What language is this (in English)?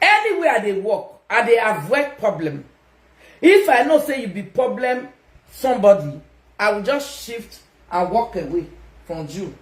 Nigerian Pidgin